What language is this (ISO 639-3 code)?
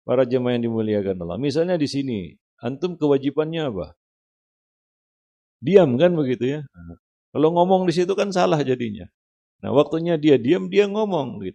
ind